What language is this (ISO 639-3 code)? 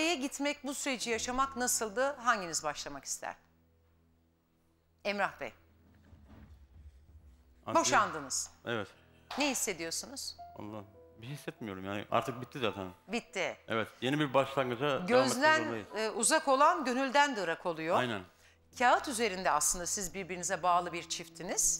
tur